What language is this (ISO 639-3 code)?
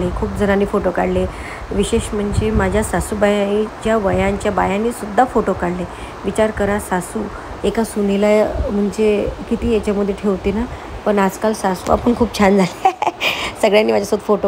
mar